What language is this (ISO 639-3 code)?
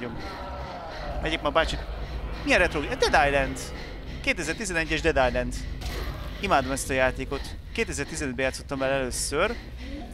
hun